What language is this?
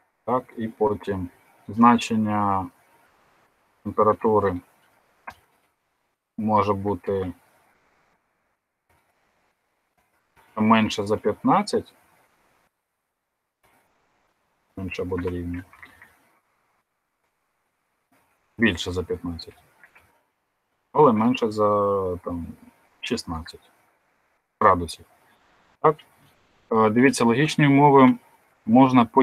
Ukrainian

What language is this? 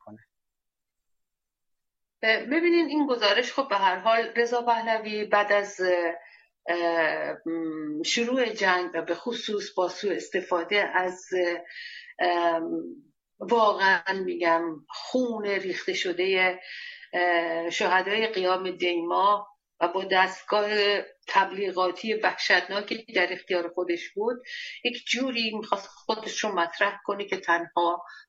Persian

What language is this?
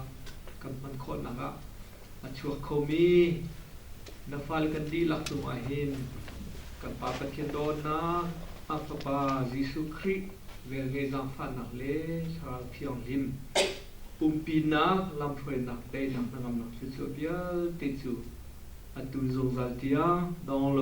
Hakha Chin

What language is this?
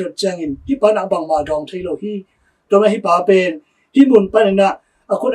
Tedim Chin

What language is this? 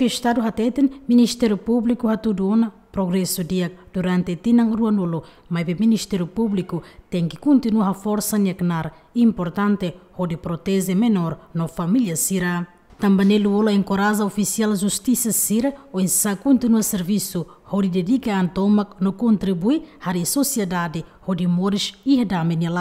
Tetum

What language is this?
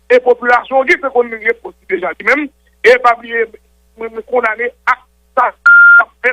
Haitian Creole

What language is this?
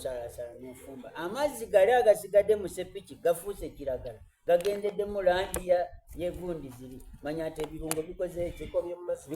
Soga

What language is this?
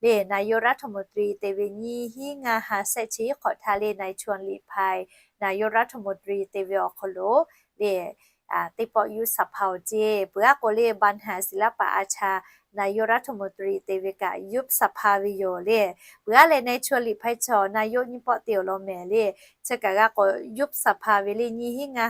Lahu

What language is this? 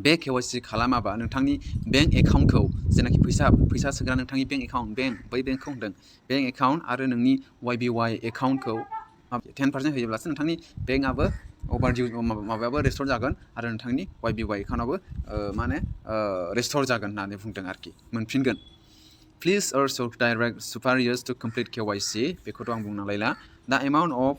Bodo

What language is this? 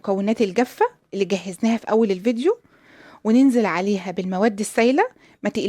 Egyptian Arabic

